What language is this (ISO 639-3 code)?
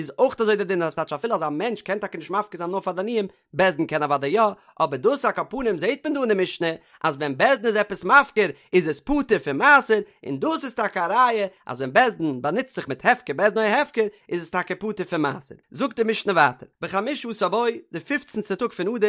yid